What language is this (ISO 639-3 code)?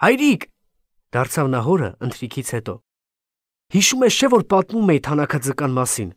hye